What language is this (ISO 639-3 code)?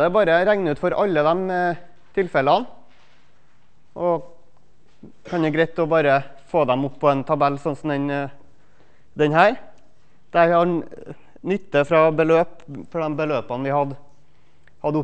nor